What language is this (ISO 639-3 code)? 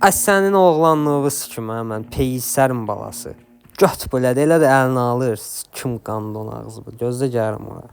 aze